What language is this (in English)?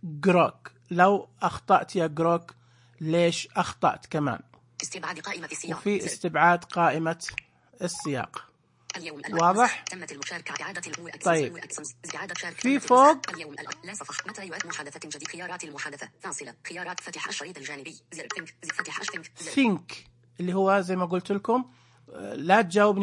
Najdi Arabic